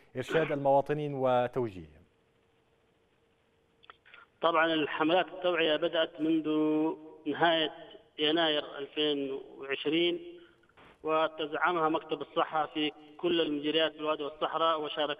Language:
Arabic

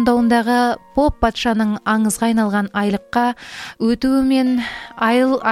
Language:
Kazakh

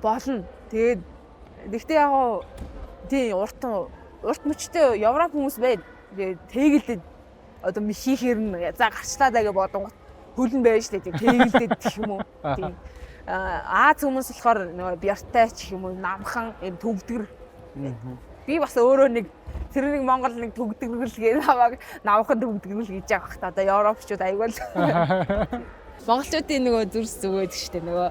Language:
Mongolian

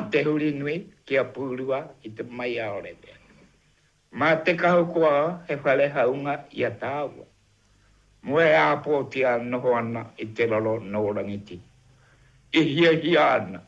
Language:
Māori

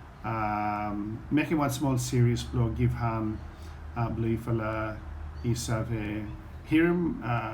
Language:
Bislama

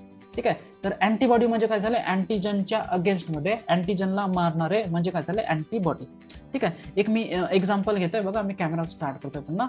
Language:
Marathi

